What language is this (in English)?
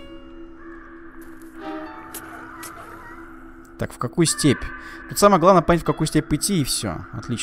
Russian